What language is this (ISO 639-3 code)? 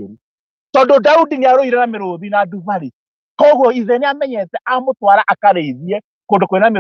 kik